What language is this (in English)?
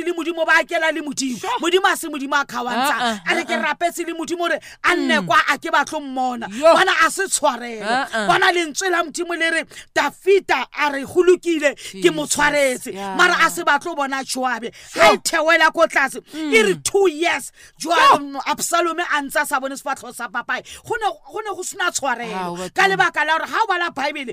Southern Sotho